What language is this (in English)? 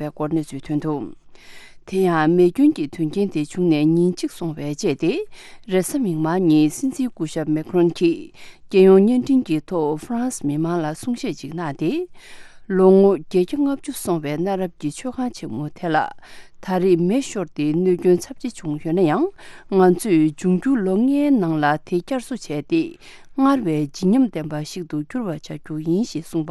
Tibetan